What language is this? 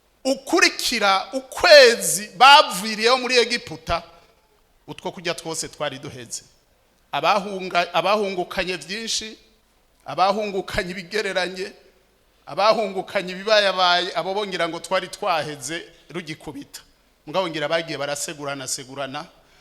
Rundi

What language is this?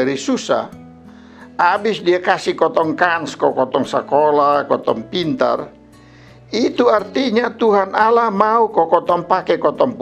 Kupang Malay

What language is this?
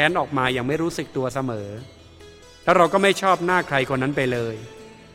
Thai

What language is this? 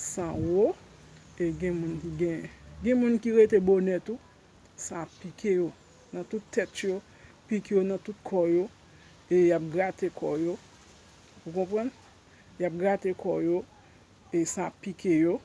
Haitian Creole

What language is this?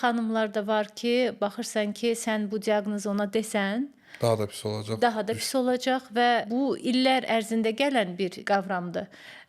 Azerbaijani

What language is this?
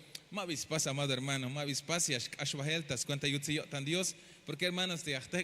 Tzeltal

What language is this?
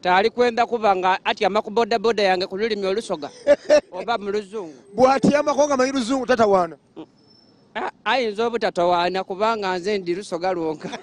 Ganda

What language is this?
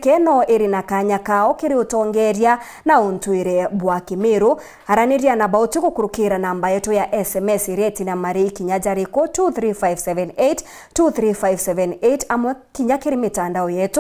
Meru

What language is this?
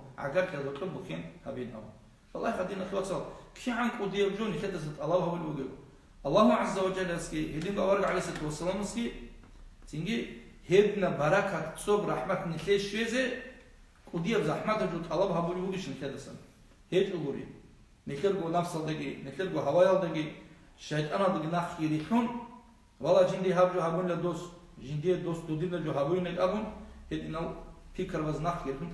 Avaric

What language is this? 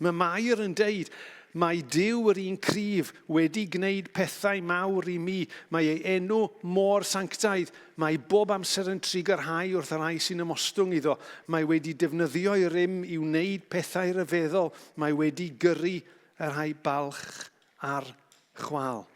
Welsh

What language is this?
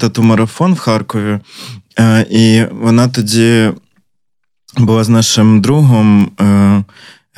Ukrainian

